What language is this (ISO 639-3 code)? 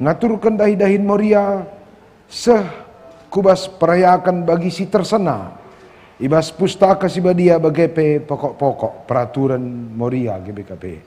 btx